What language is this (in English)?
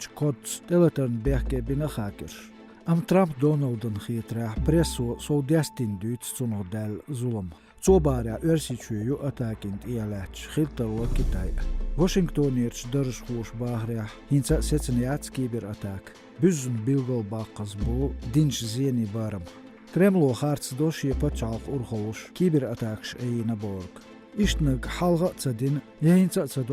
Chechen